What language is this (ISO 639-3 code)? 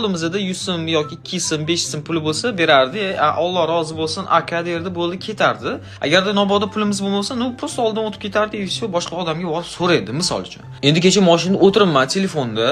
uzb